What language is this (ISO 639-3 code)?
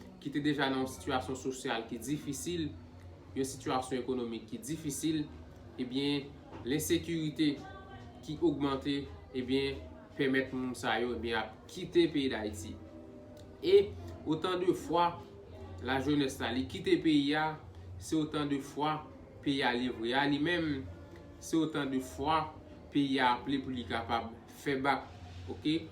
hat